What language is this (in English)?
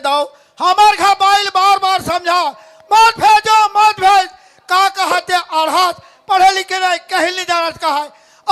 Chhattisgarhi